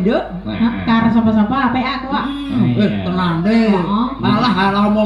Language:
Javanese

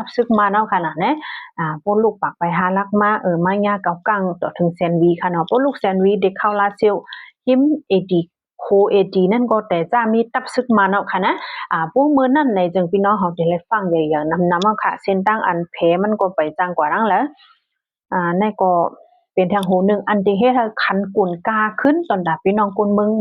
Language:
Shan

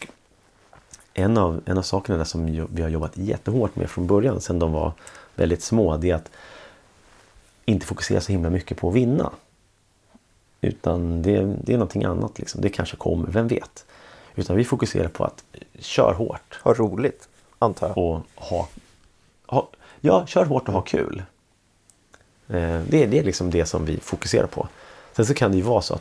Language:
Swedish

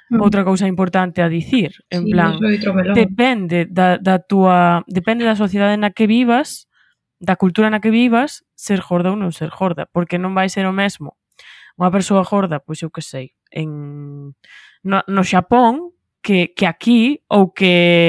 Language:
Galician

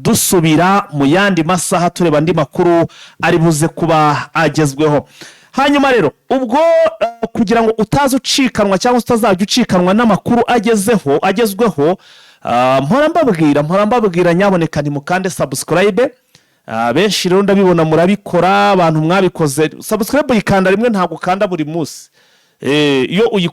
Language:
Kinyarwanda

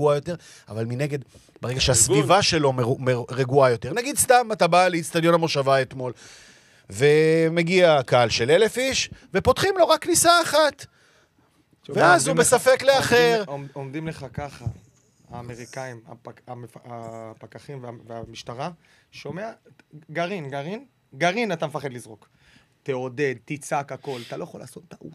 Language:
Hebrew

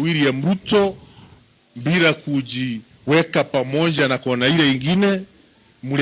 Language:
Kikuyu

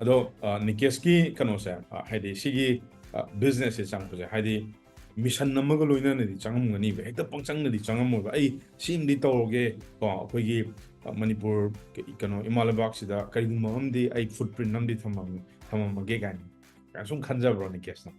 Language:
Manipuri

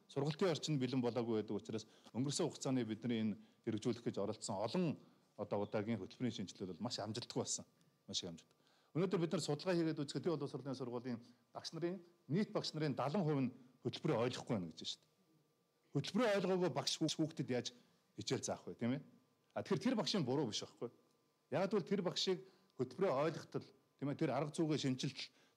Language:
Mongolian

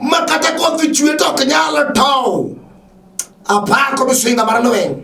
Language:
Luo (Kenya and Tanzania)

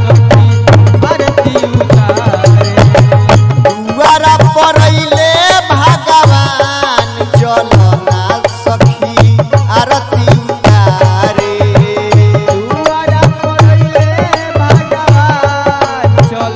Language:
Bhojpuri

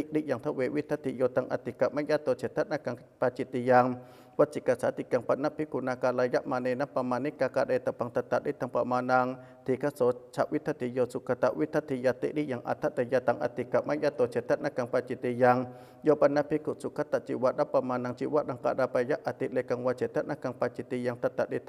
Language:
Pali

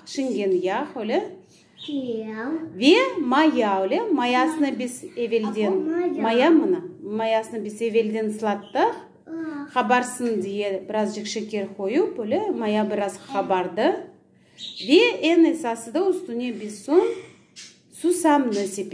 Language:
Crimean Tatar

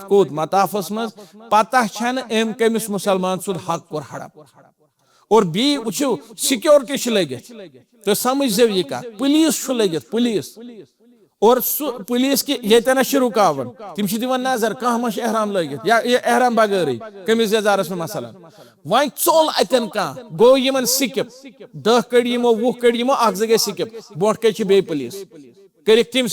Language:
Kashmiri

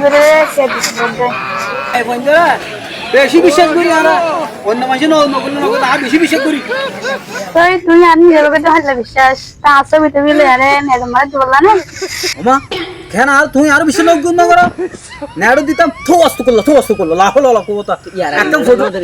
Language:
Rohingya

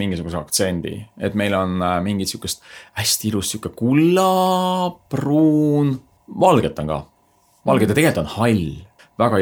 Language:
Estonian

